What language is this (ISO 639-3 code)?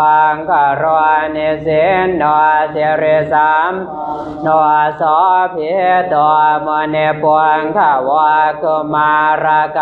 pli